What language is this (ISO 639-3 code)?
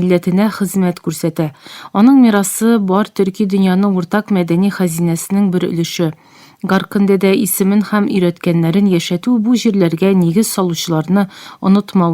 tat